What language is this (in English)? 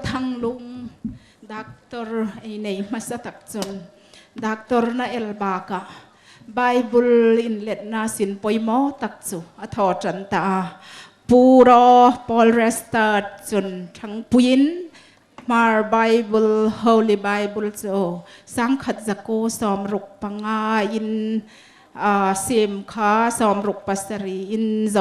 Hmar